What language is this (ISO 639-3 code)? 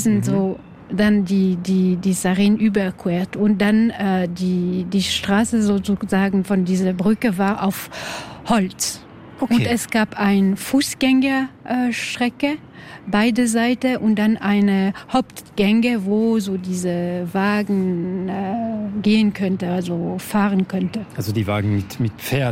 deu